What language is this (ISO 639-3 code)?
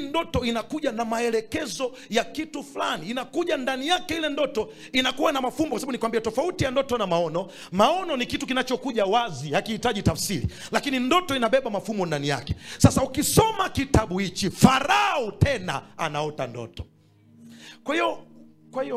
swa